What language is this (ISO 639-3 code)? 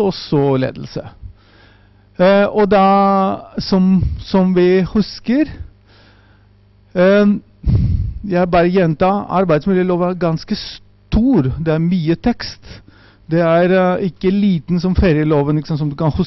nor